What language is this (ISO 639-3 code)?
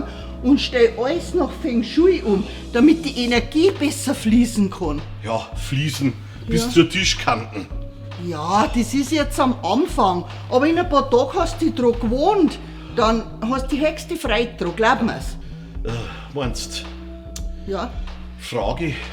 bar